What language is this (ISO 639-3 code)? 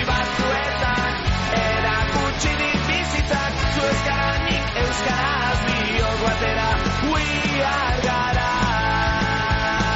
eus